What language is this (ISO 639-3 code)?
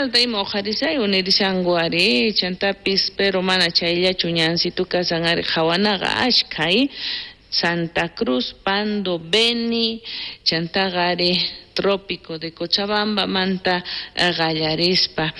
quh